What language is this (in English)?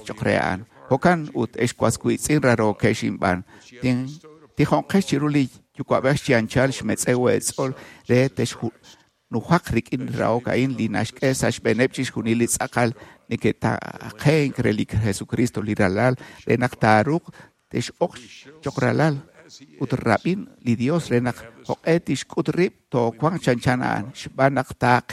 Kekchí